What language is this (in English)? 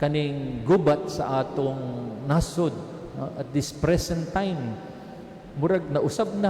Cebuano